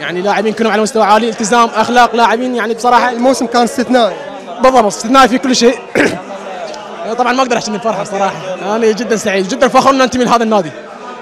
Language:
Mesopotamian Arabic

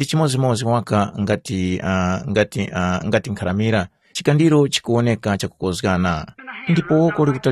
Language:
Tumbuka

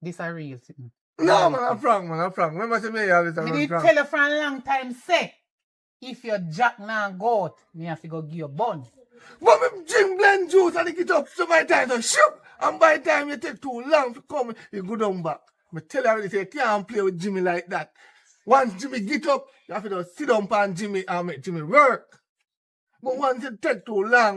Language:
Jamaican Creole English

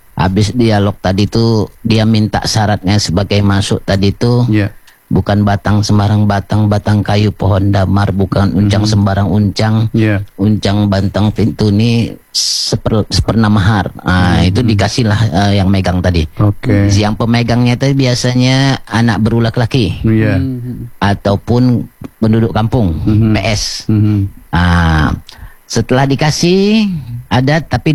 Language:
Indonesian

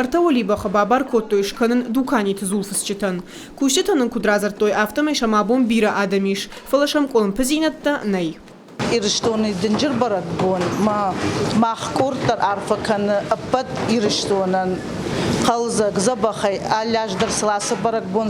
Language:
Ossetic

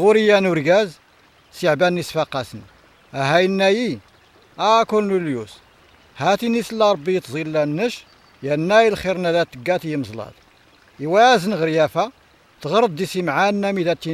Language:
Kabyle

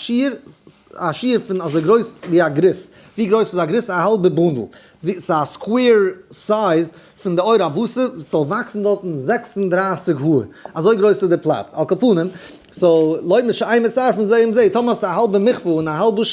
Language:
Yiddish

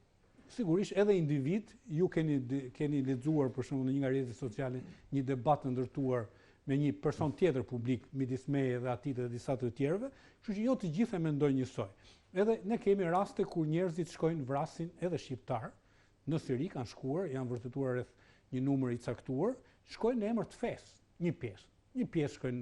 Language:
Albanian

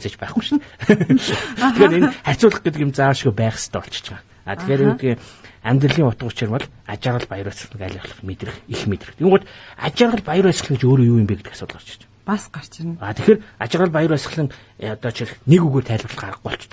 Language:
Mongolian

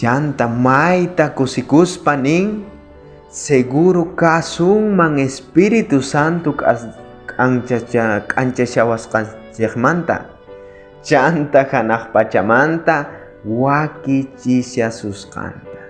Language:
South Bolivian Quechua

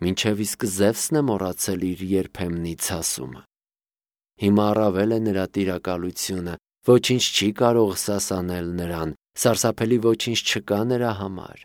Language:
Armenian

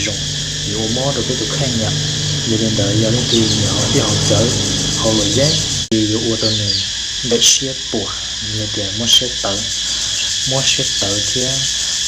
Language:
Hmong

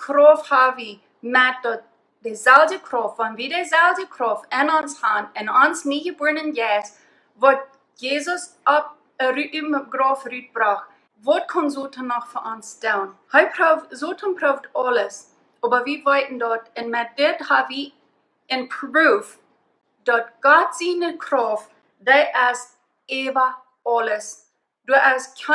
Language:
Plautdietsch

